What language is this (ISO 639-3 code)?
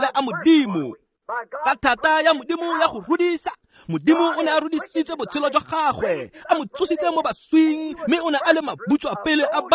tsn